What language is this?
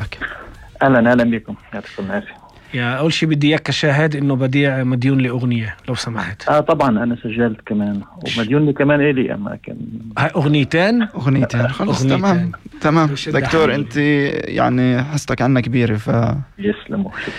North Levantine Arabic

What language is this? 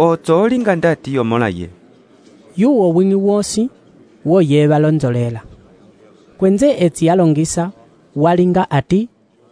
Umbundu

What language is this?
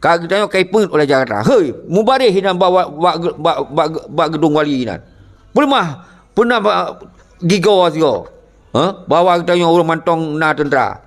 Achinese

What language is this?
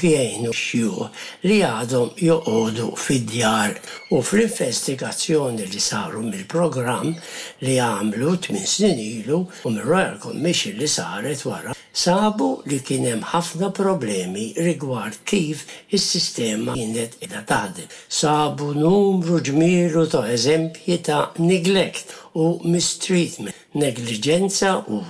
Maltese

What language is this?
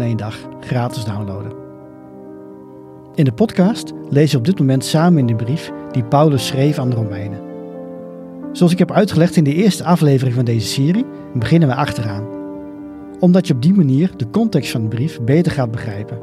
Dutch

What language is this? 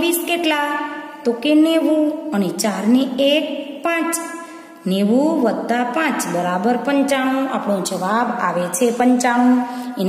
Gujarati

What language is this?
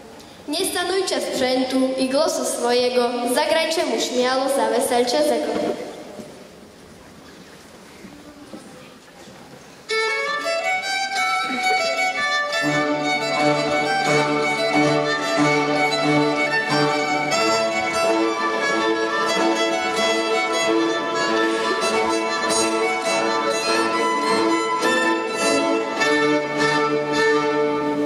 Slovak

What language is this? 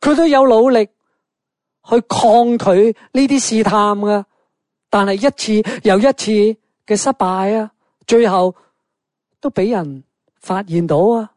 Cantonese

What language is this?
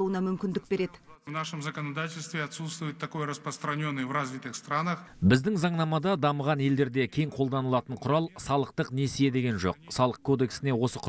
Kazakh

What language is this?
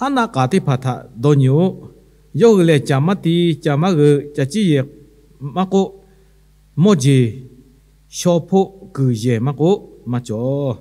Lahu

